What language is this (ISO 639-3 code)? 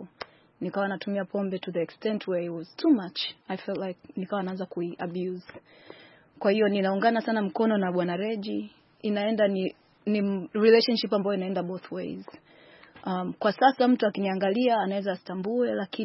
swa